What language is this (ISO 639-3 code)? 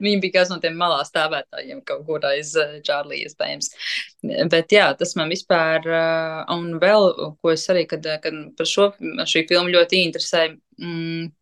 lav